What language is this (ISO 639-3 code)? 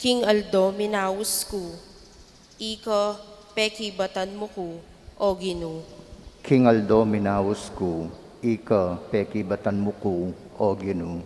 pam